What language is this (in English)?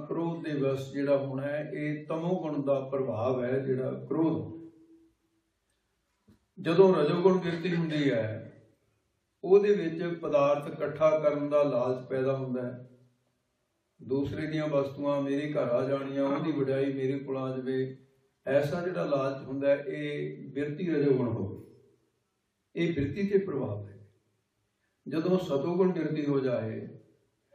Punjabi